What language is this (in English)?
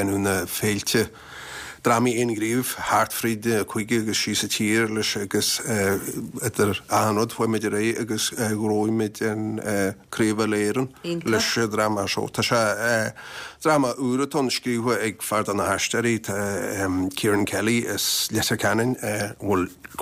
Irish